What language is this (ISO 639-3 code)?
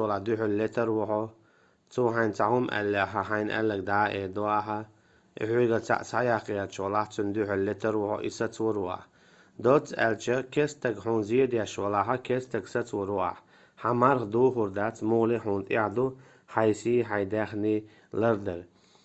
che